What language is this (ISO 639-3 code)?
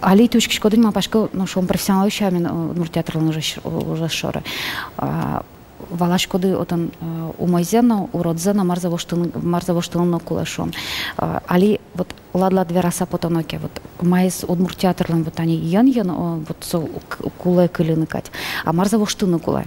udm